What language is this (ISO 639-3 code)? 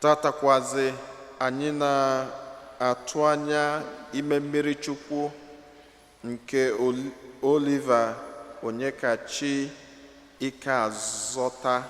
ibo